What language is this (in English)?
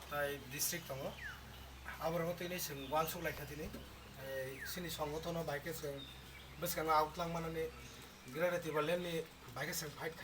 Kok Borok